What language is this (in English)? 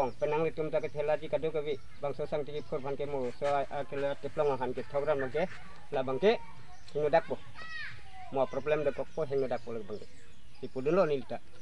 Karbi